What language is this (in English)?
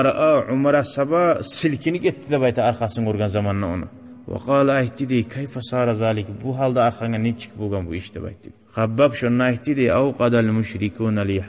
Kumyk